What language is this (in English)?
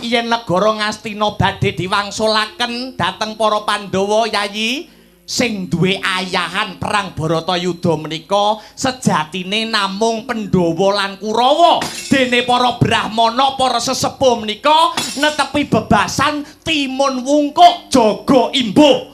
Javanese